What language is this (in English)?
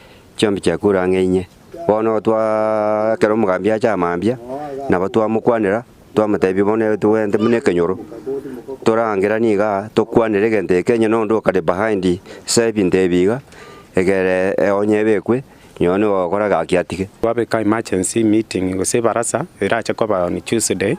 Gusii